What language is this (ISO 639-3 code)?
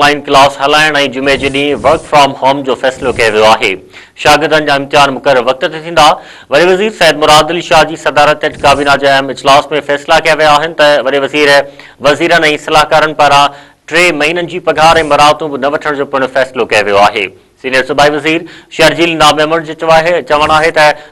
snd